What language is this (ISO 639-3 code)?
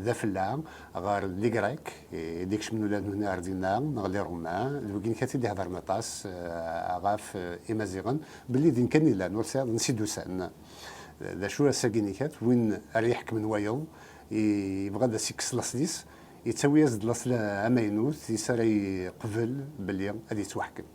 kab